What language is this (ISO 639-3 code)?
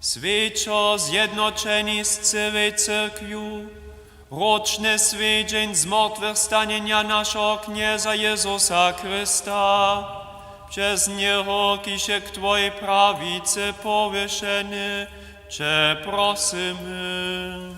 hsb